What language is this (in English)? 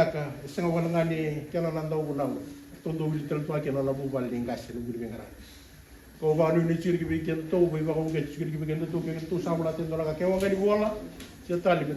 Fijian